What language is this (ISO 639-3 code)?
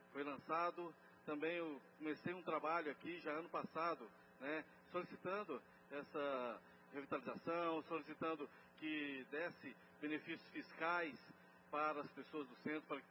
por